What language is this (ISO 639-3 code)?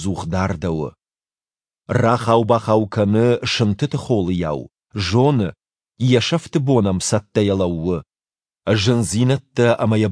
oss